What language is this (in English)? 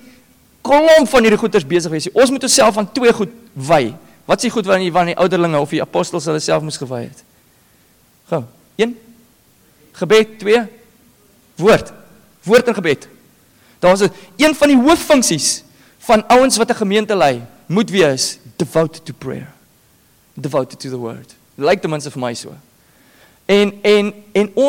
Afrikaans